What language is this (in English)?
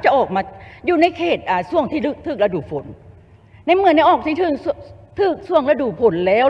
Lao